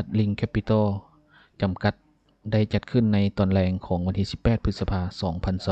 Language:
Lao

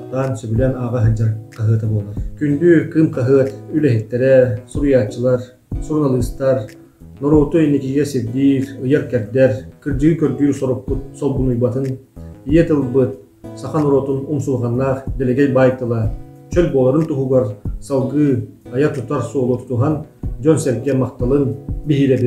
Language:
Yakut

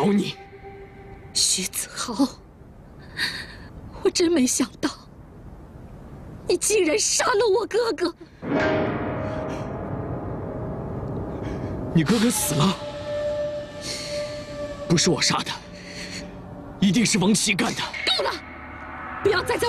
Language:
Chinese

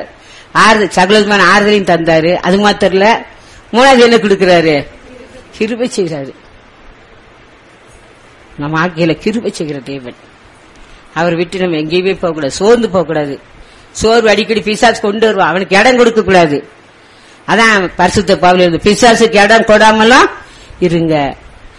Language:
Tamil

